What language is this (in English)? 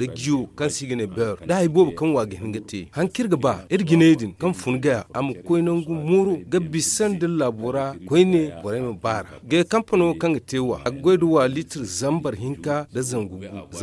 Zarma